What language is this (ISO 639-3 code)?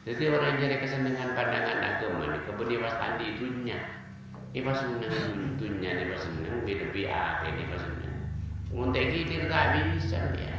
mad